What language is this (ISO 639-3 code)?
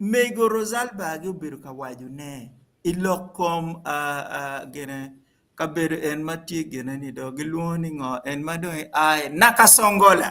ach